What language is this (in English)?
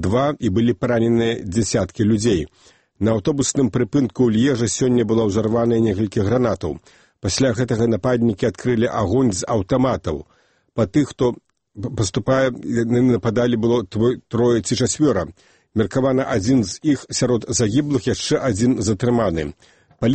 Belarusian